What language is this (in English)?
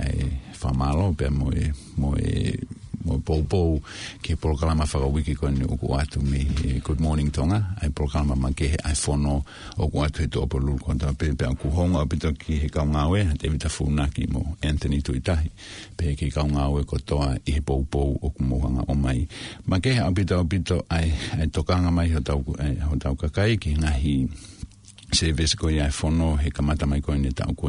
Tongan